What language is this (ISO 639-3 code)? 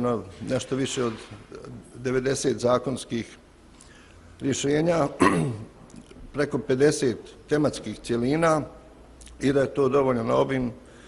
bos